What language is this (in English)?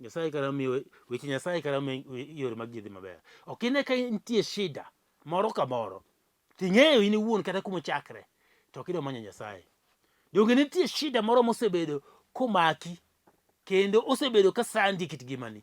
Luo (Kenya and Tanzania)